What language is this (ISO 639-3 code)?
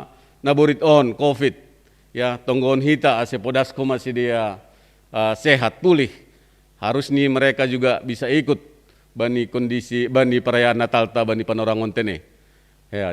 bts